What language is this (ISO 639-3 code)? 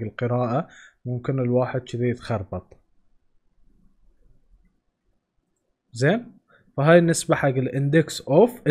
afb